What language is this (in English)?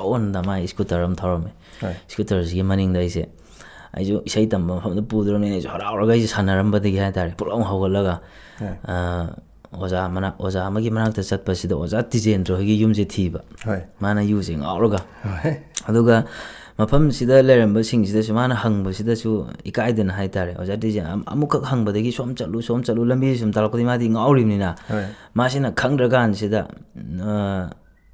Manipuri